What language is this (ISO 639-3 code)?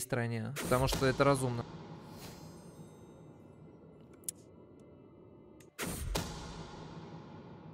rus